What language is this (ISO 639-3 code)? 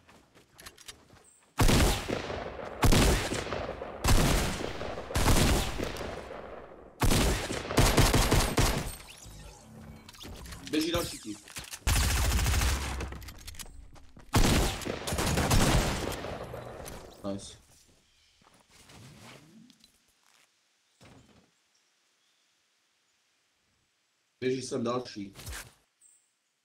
ces